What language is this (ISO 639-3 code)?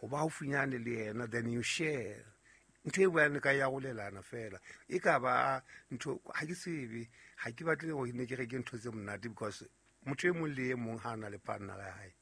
sot